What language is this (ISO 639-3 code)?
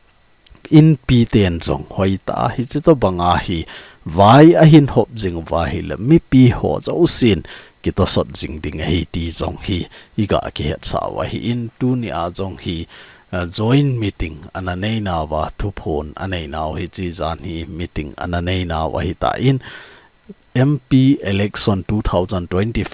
tcz